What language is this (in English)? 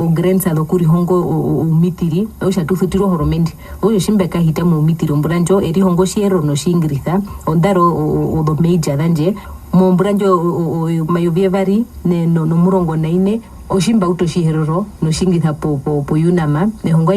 Herero